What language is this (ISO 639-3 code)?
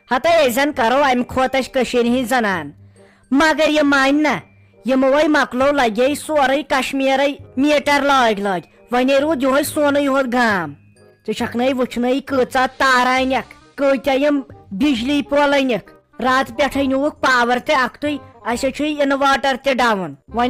kas